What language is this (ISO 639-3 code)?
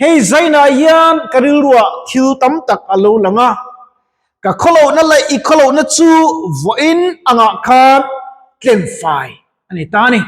lus